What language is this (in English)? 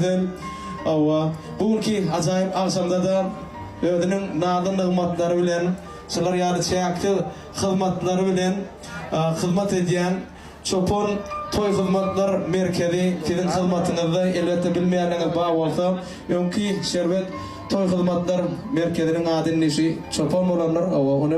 Turkmen